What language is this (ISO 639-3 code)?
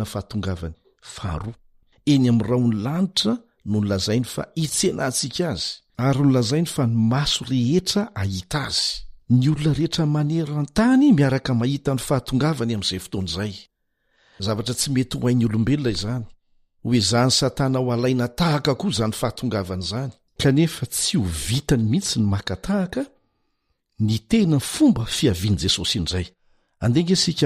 mlg